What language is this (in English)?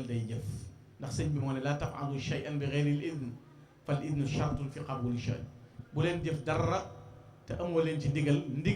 Wolof